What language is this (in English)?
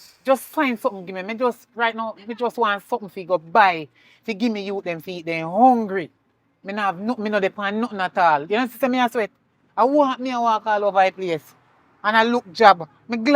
Jamaican Creole English